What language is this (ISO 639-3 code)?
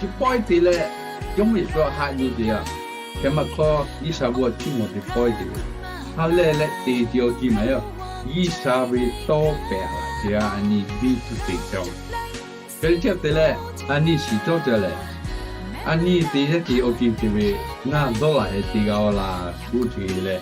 lhu